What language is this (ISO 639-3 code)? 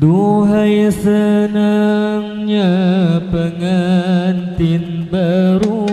bjn